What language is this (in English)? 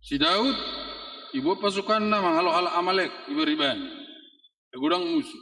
Batak Toba